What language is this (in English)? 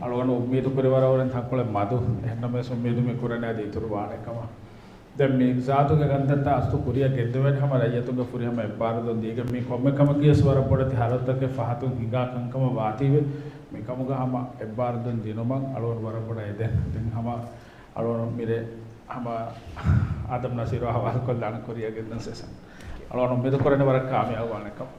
Divehi